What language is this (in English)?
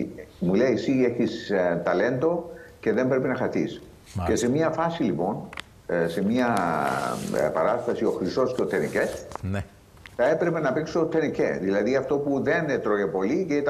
Greek